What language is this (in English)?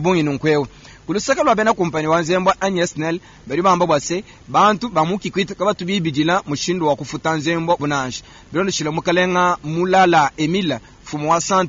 Luba-Lulua